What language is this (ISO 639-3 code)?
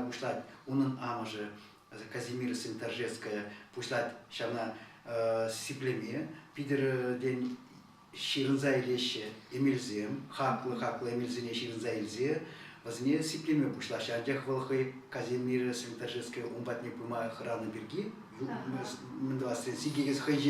chv